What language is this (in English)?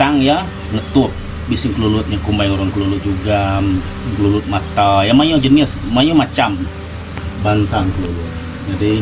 Iban